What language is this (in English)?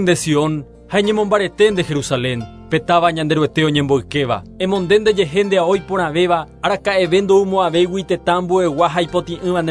Guarani